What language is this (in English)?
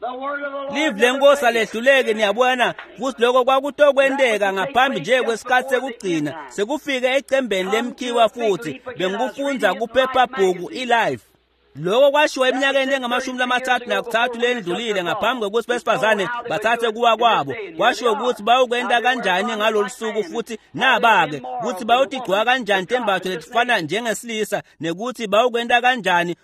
Swati